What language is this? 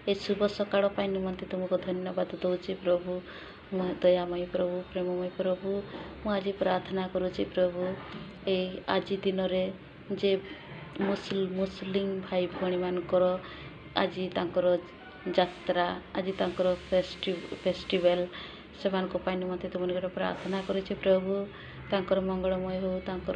Odia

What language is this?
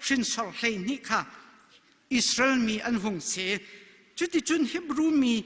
Hakha Chin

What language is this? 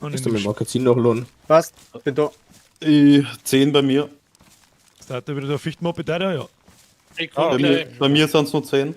Bavarian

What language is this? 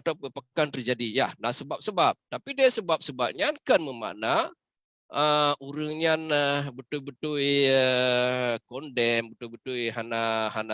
Achinese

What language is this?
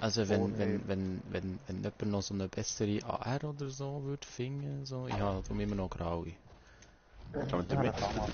Swiss German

